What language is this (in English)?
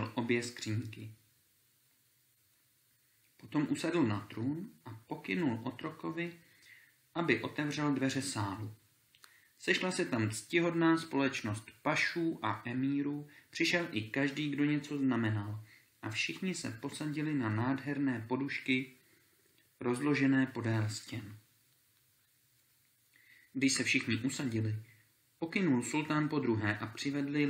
Czech